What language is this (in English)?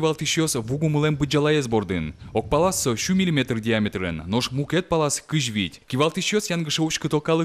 Udmurt